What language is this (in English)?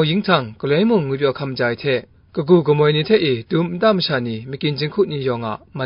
Kachin